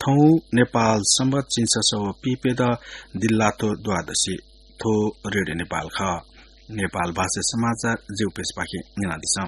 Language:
Newari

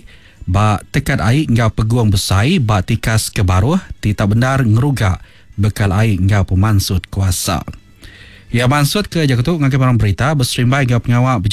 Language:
Iban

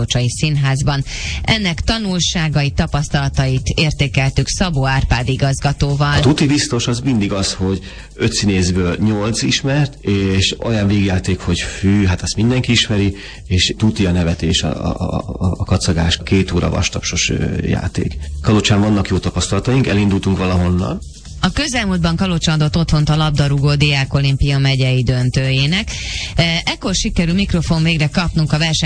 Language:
Hungarian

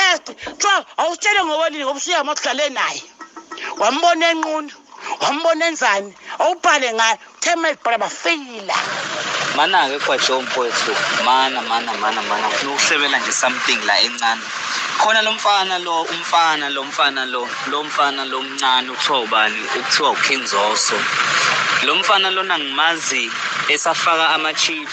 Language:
Zulu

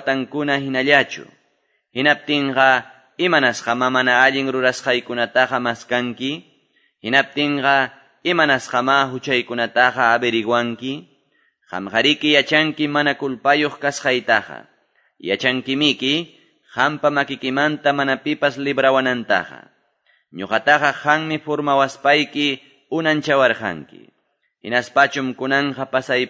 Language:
Quechua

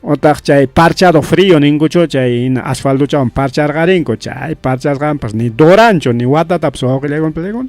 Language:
Ayacucho Quechua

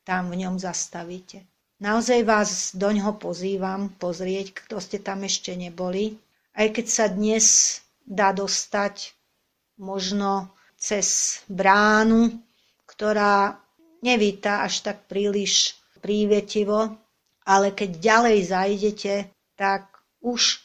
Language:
Slovak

